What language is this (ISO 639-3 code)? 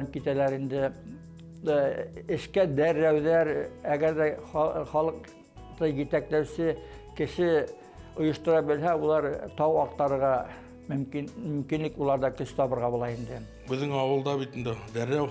bak